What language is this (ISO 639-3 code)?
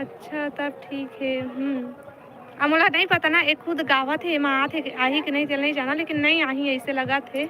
hne